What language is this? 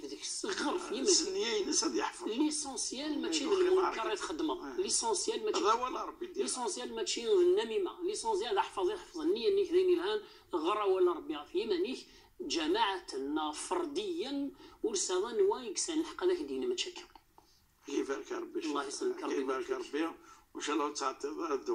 Moroccan Arabic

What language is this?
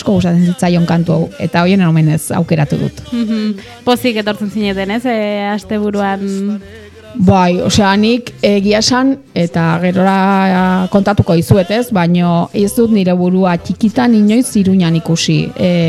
Basque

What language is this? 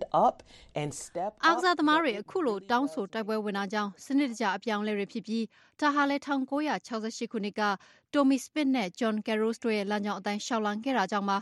Burmese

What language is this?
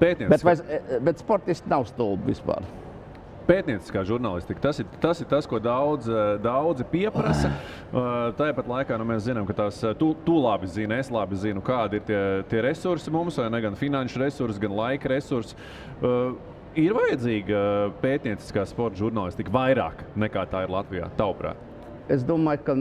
Latvian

